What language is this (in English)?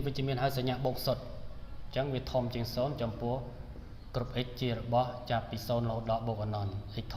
Khmer